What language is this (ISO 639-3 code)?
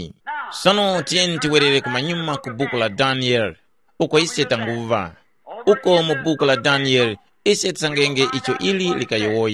tum